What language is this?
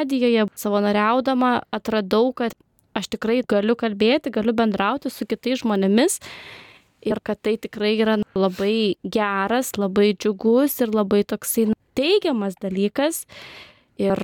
Lithuanian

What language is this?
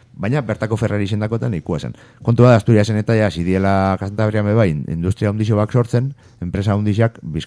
Basque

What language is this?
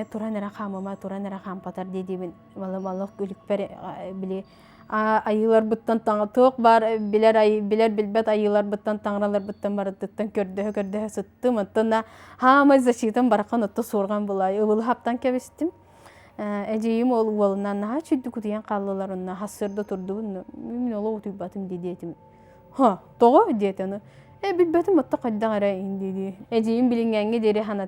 Yakut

